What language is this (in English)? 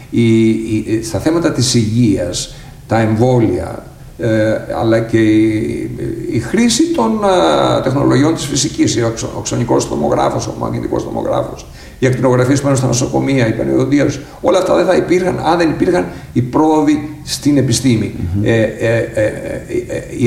Greek